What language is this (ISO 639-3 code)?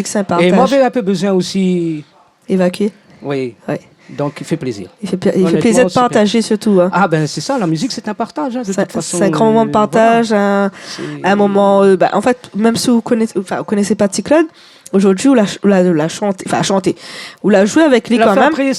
rcf